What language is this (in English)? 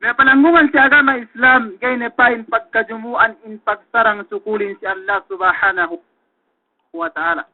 Yakan